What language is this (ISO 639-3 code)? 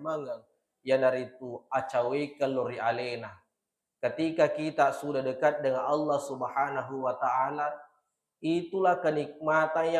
bug